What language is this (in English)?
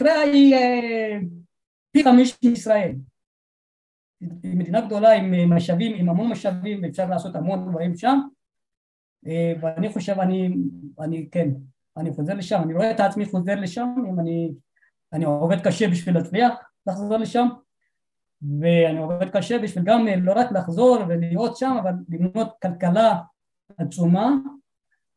Hebrew